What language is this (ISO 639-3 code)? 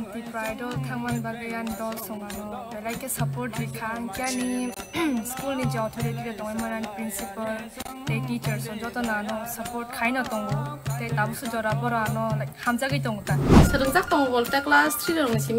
trp